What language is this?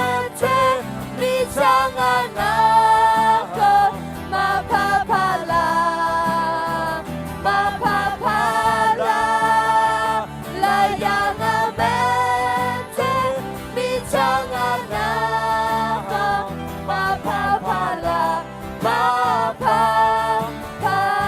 Akha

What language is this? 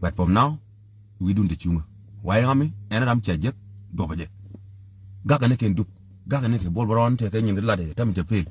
Nuer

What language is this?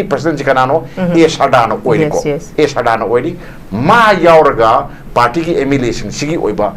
Manipuri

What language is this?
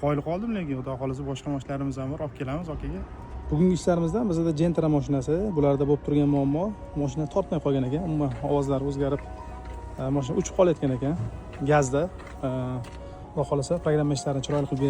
Uzbek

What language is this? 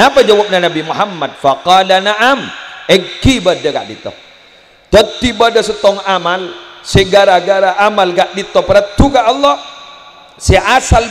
Madurese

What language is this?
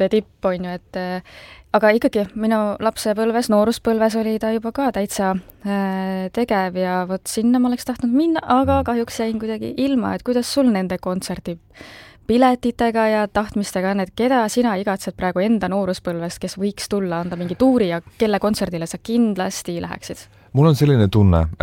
Estonian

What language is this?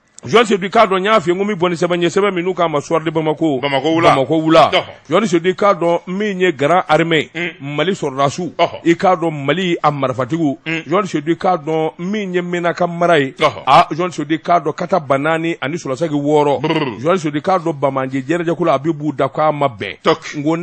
Bambara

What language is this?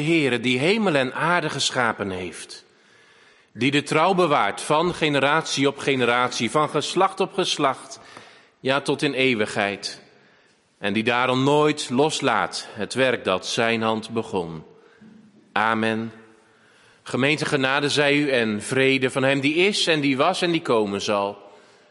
Dutch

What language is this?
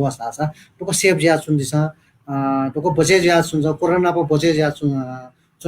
Newari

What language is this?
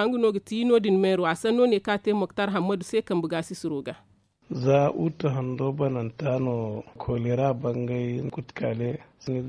Zarma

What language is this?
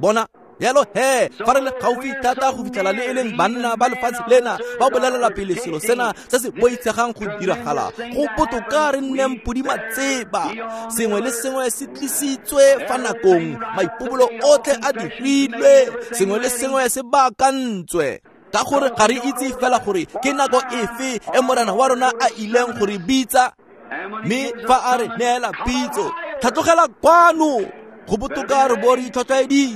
Tswana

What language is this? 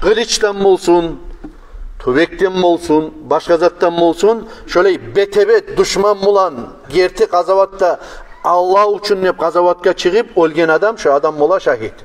Kumyk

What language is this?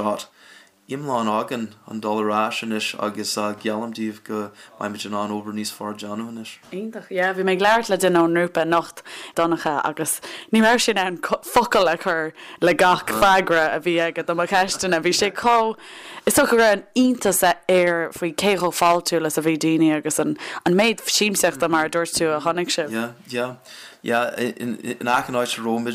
Irish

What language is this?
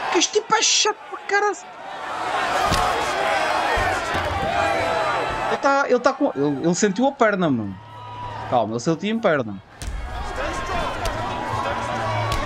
Portuguese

